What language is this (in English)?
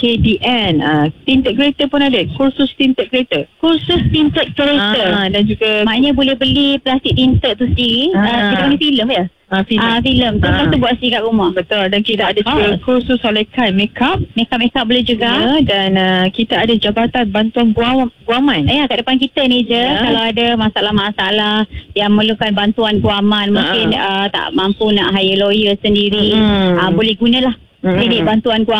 Malay